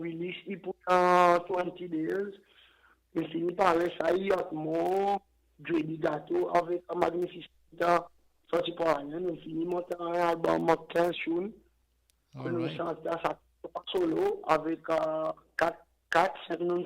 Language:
Seselwa Creole French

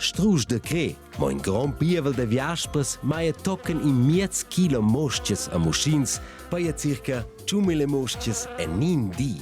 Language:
Romansh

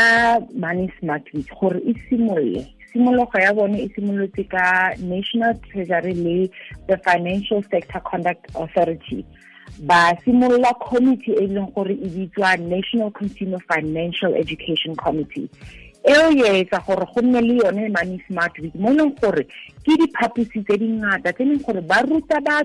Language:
Tswana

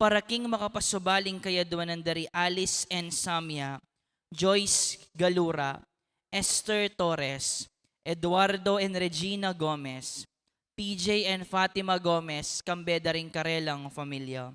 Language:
Pampanga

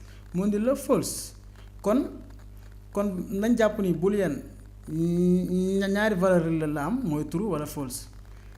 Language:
Wolof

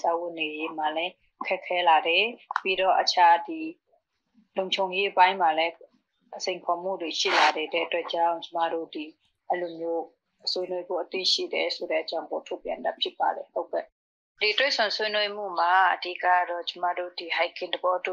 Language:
Burmese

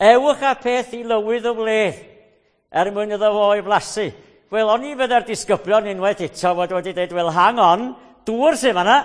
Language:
Welsh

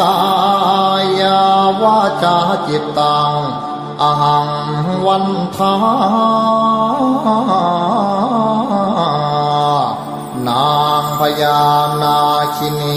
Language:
Pali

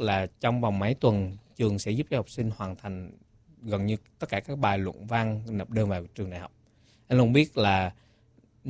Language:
Vietnamese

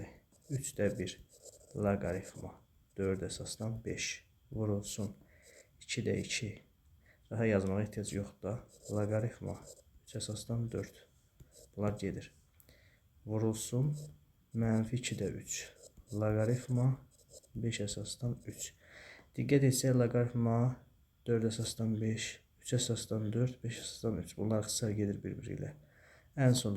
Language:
Azerbaijani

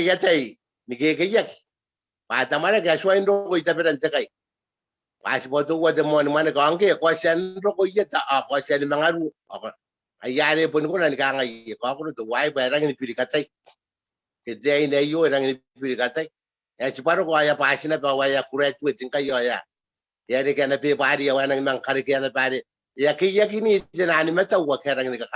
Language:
Gilbertese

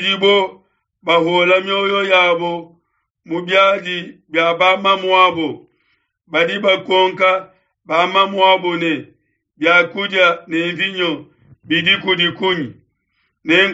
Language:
Luba-Lulua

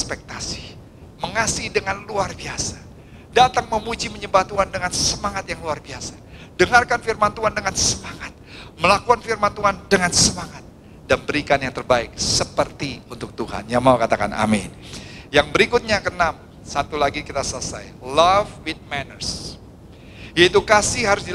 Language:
Indonesian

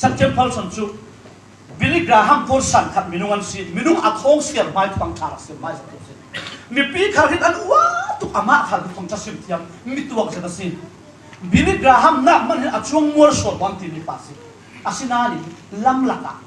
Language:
Falam Chin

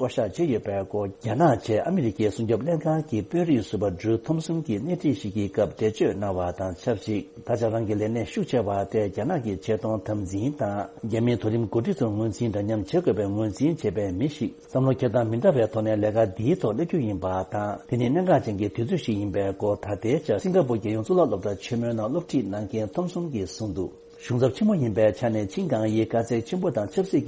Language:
Tibetan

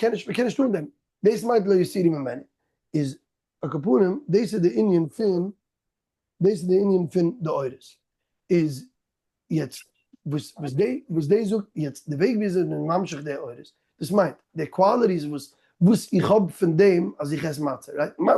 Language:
Yiddish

